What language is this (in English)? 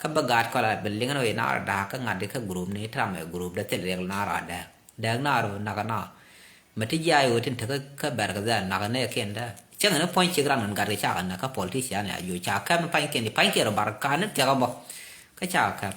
Nuer